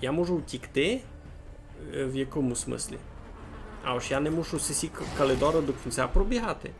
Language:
Rusyn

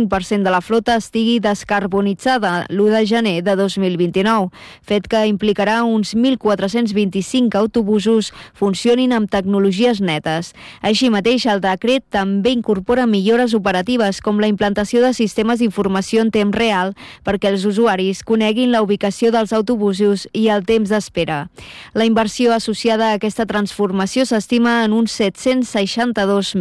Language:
Catalan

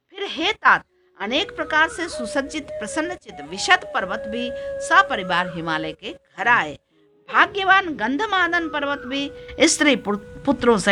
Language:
Hindi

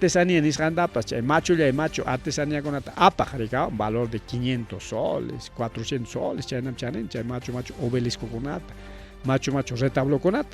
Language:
Ayacucho Quechua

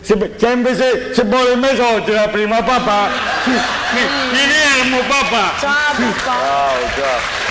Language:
Sicilian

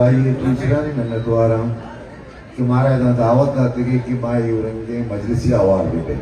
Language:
Baluchi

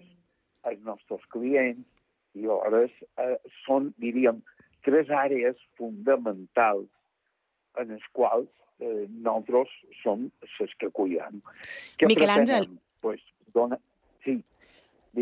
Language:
Catalan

